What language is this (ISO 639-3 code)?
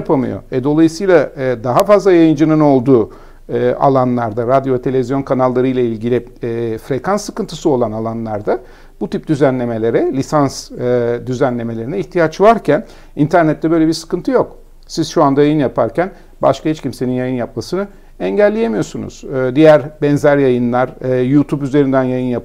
tur